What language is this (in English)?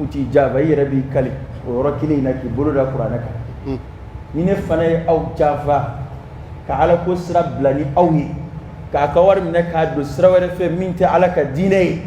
Dyula